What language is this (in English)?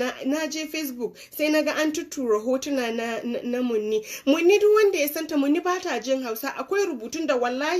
Hausa